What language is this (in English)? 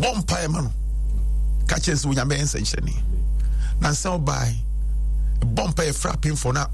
Akan